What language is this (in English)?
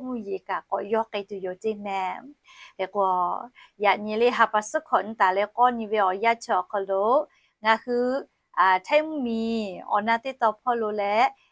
Lahu